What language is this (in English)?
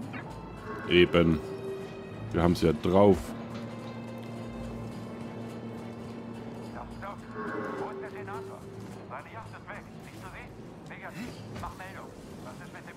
German